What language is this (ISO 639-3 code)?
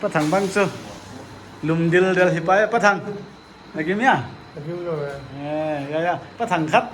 pck